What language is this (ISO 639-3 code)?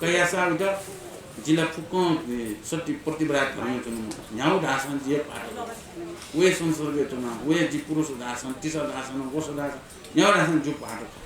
new